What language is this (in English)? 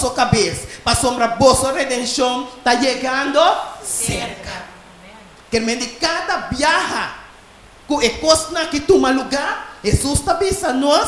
Papiamento